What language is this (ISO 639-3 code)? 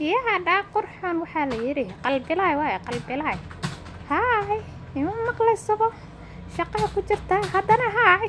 som